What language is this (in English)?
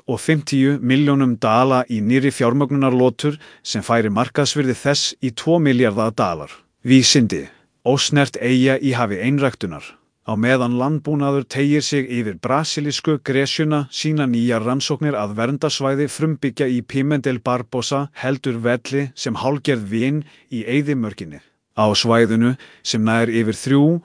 Icelandic